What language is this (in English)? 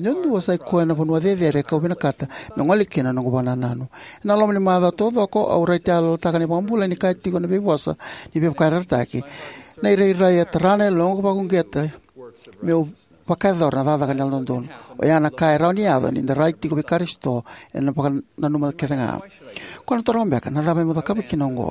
Fijian